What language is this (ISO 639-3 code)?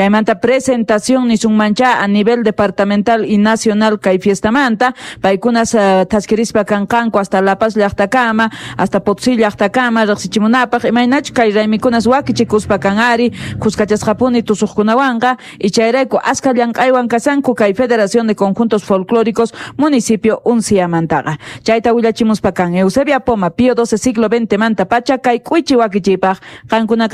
quh